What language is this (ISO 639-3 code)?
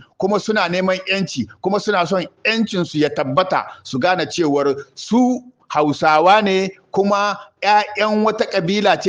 hau